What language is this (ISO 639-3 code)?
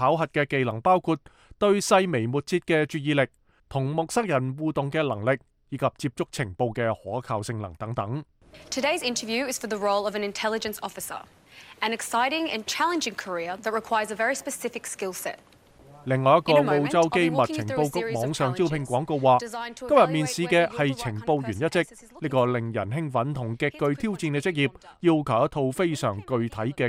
yue